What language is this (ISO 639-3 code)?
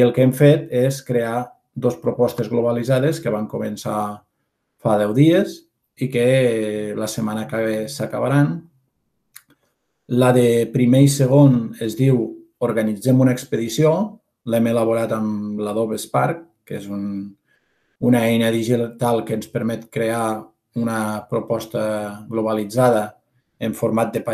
cat